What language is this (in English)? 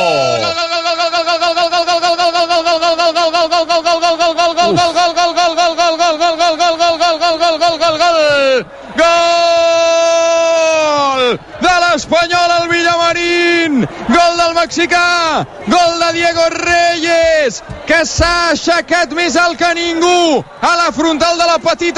Catalan